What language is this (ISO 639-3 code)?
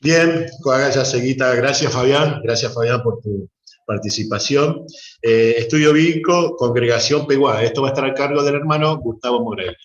grn